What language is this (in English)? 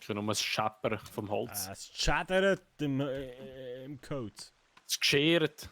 Swiss German